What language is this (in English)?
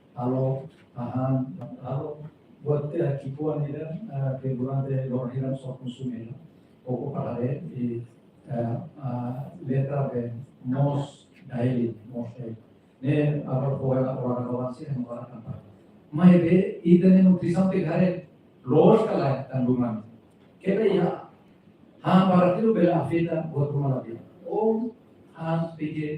Tetum